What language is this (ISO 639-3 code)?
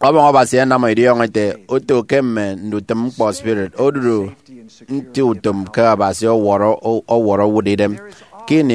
efi